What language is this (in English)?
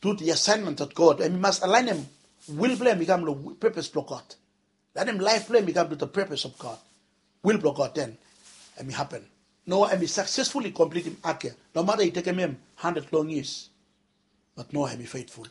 Bislama